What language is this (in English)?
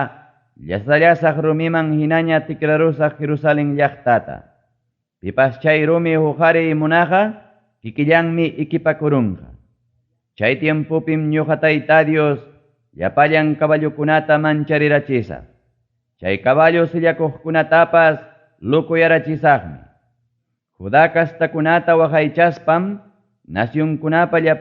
Ayacucho Quechua